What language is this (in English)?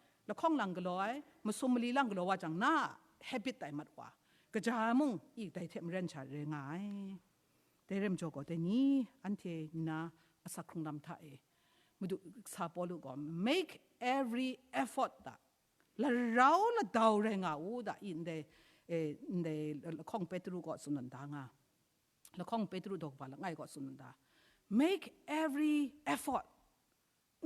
Kachin